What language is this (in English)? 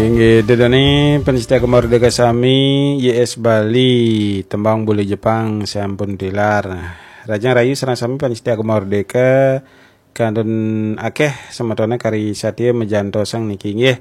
Balinese